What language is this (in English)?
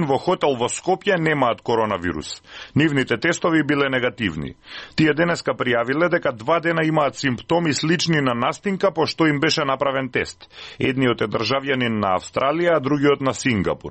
Macedonian